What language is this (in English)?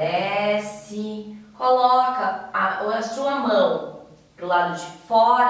Portuguese